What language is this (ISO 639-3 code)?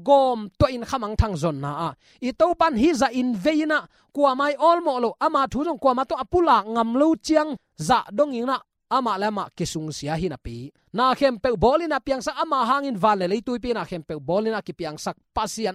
ctd